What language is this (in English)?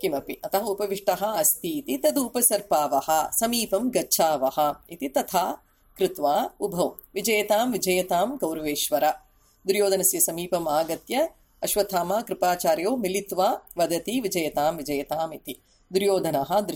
Sanskrit